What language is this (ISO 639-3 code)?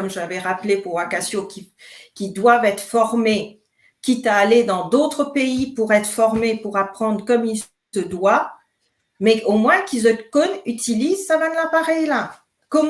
mfe